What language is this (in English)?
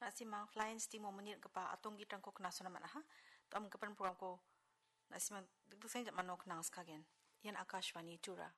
Garo